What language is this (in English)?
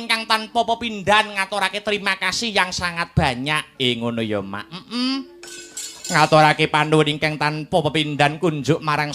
Javanese